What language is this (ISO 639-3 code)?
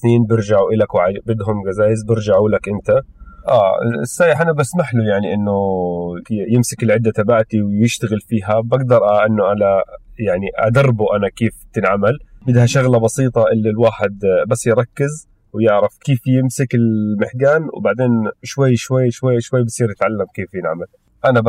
apc